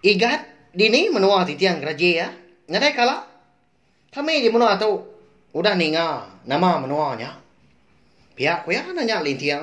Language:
Iban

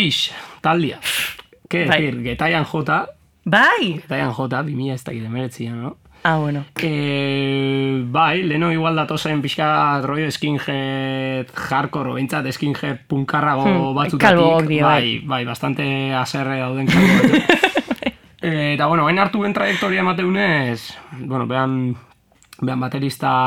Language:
Basque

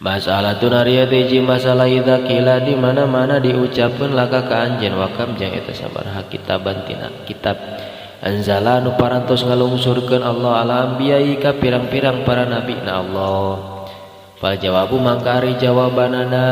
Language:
Sundanese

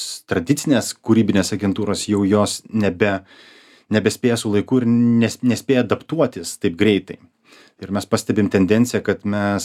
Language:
Lithuanian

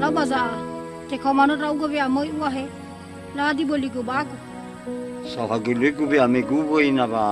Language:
Nias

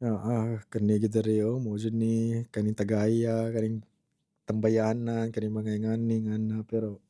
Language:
Cebuano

